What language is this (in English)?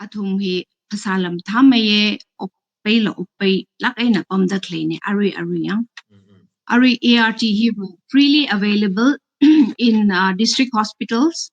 Tangkhul Naga (India)